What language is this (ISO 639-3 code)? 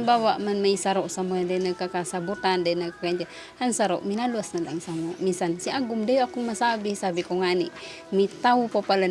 bik